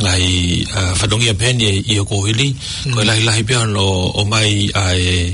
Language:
Tongan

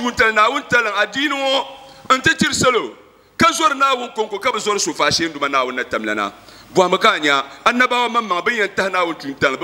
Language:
Dagbani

